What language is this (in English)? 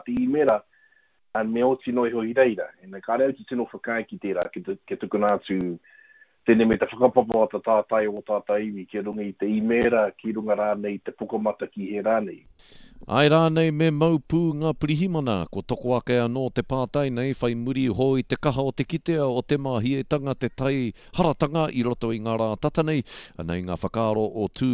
Māori